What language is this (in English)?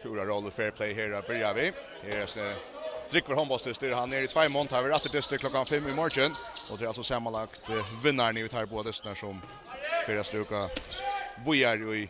Faroese